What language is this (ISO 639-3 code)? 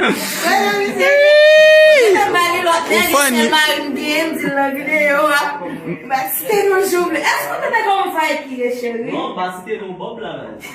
hat